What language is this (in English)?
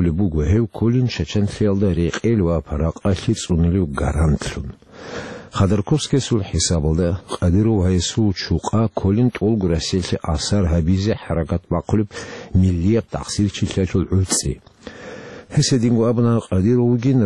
Avaric